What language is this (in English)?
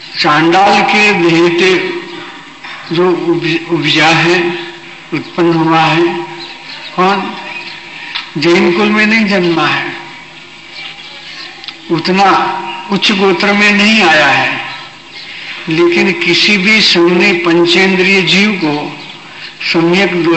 Hindi